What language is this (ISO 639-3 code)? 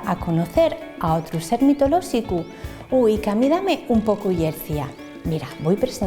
ast